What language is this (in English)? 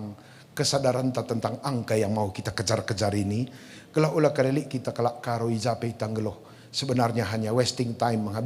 Batak Karo